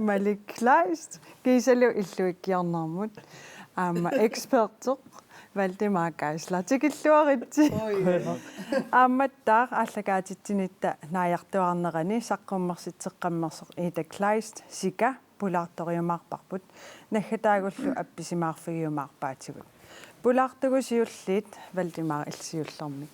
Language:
Kalaallisut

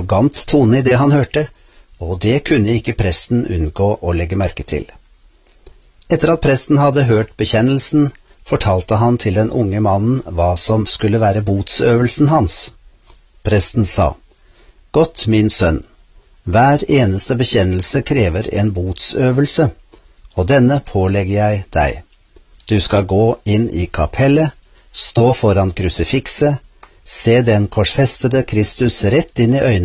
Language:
Norwegian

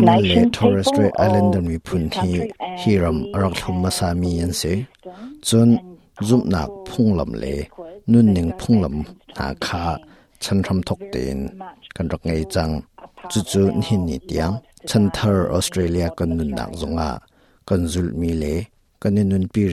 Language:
Hakha Chin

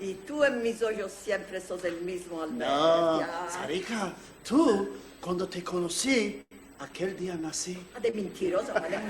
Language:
Ladino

